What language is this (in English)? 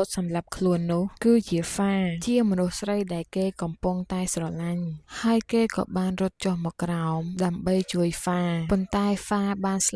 Khmer